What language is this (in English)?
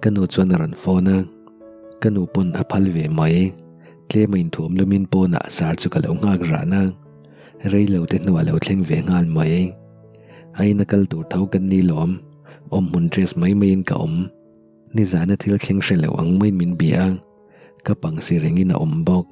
Mizo